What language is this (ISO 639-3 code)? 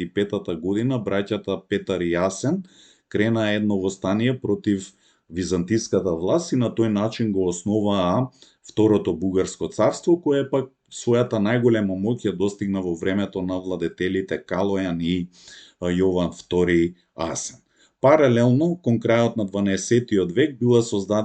mkd